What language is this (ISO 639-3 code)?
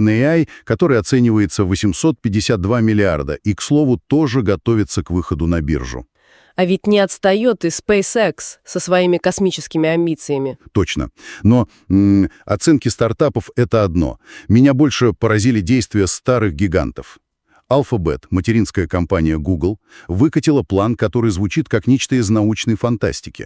rus